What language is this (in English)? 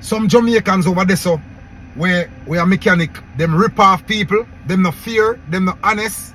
Jamaican Creole English